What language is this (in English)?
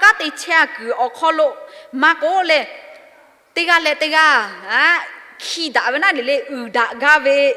Lahu